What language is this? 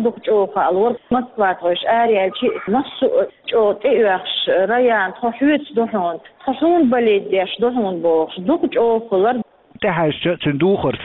Chechen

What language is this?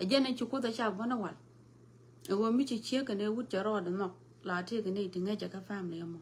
Nuer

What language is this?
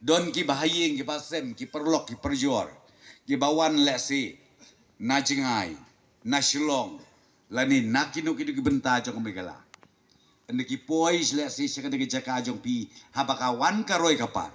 Khasi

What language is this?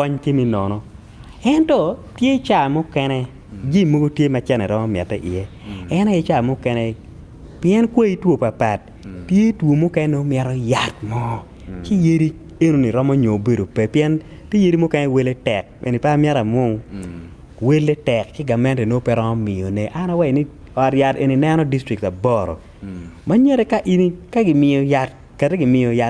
Acoli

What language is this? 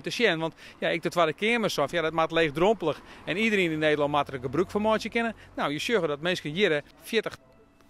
Western Frisian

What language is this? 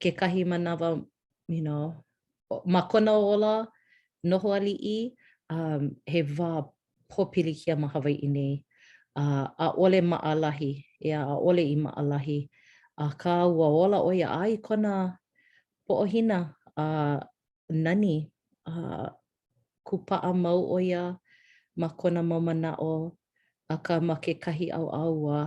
Hawaiian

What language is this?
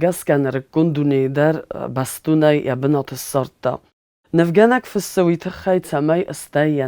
Ossetic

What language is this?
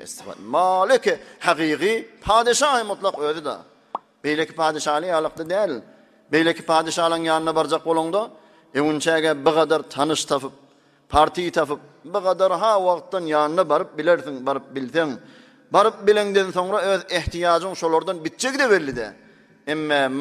Turkmen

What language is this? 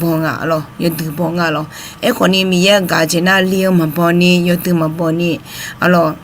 Akha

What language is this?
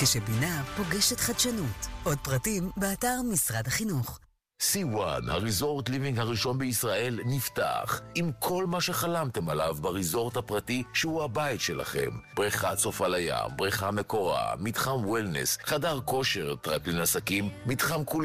Hebrew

